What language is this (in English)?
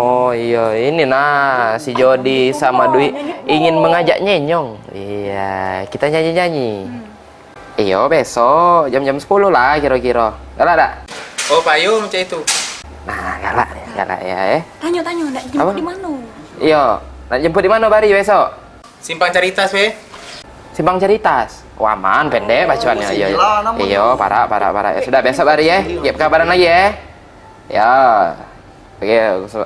Musi